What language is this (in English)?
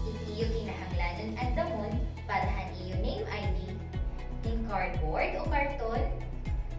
Waray